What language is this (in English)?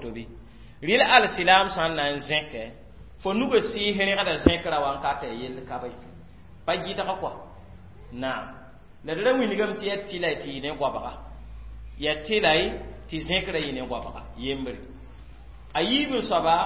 Mossi